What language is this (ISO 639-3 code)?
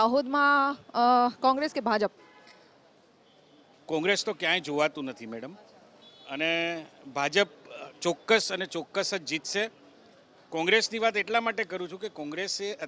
guj